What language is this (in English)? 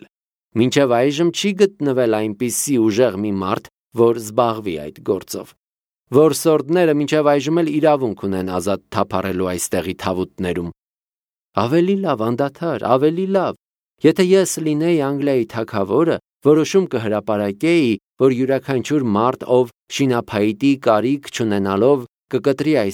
Armenian